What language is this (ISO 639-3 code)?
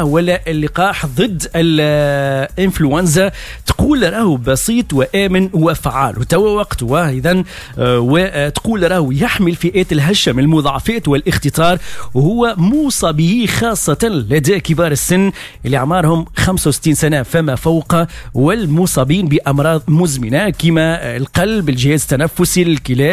aeb